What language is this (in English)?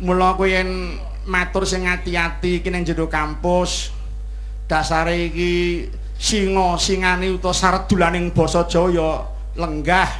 Javanese